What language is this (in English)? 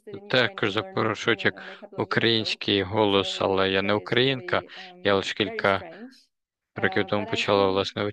Ukrainian